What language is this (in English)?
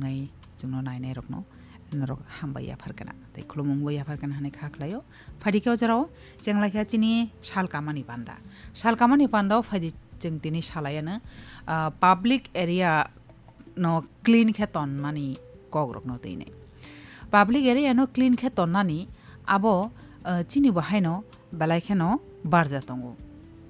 Kok Borok